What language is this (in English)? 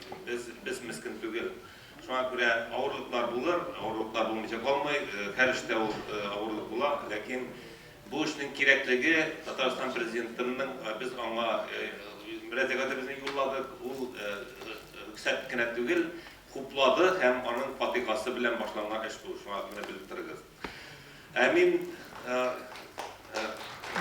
Tatar